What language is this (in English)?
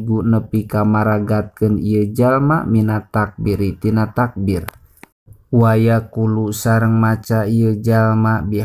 Sundanese